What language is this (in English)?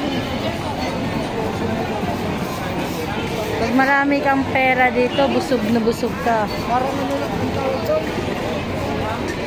Filipino